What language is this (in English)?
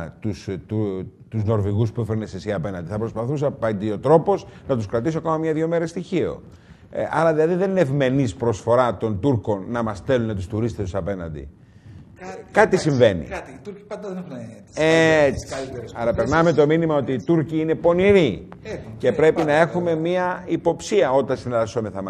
Greek